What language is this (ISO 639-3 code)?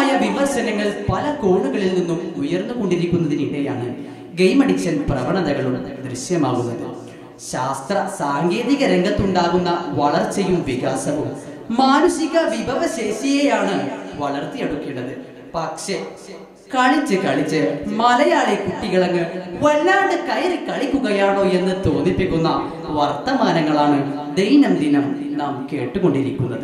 mal